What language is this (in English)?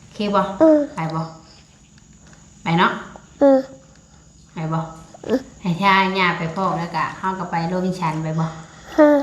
Northeastern Thai